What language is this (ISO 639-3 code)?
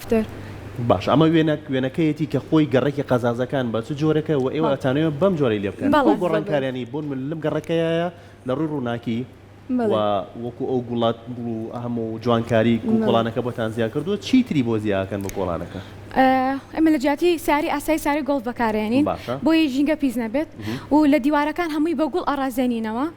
ckb